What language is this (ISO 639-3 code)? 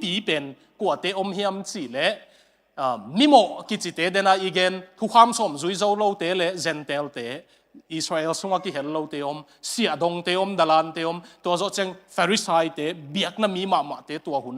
ctd